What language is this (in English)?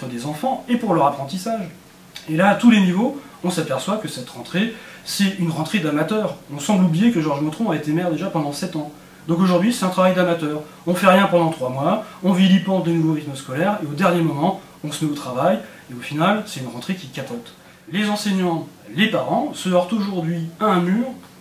French